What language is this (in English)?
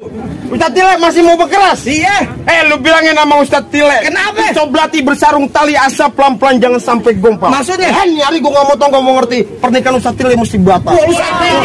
Betawi